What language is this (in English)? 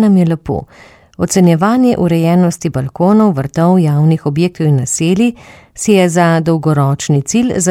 Slovenian